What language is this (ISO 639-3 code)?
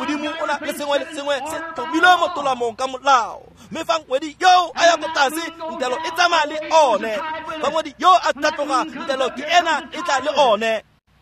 tsn